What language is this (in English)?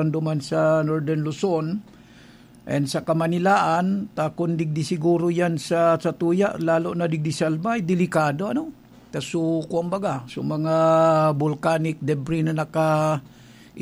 Bikol